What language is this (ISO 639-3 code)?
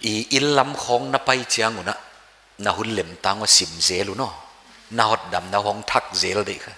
pck